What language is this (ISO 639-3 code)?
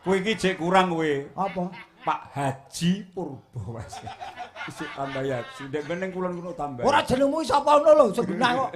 jav